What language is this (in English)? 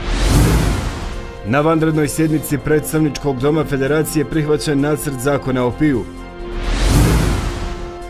Bosnian